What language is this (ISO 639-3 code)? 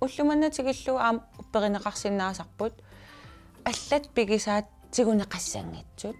kal